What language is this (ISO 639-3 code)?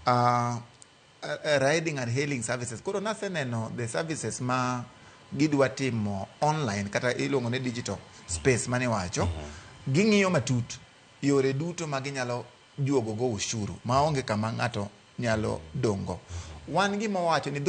luo